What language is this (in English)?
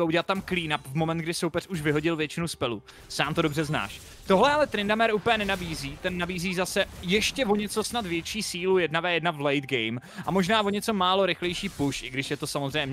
Czech